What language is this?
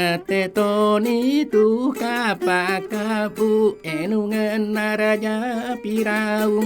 Buginese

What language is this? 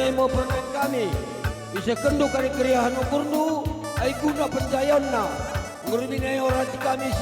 Batak Karo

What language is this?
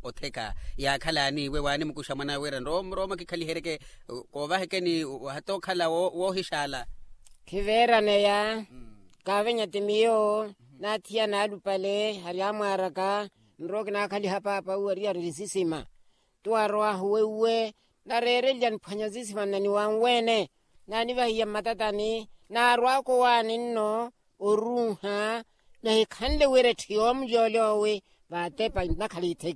Makhuwa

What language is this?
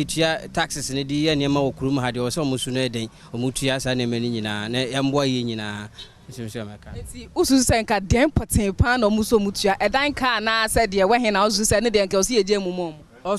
Akan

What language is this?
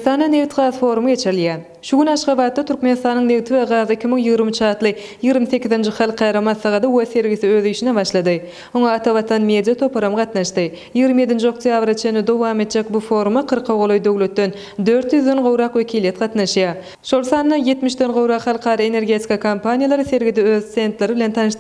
Turkmen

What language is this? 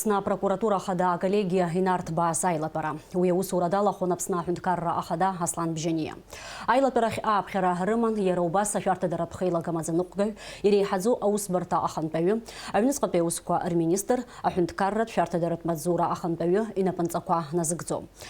Abkhazian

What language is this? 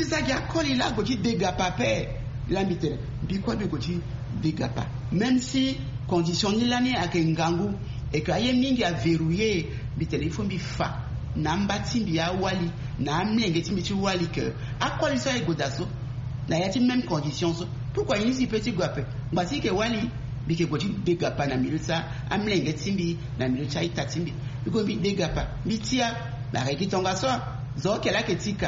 Sango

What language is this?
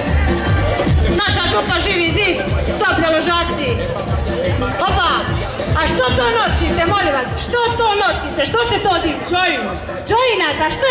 Croatian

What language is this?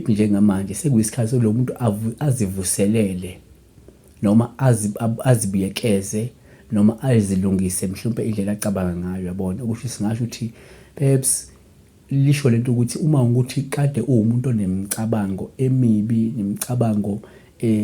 Zulu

